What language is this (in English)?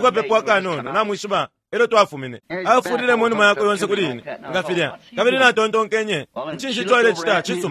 Bemba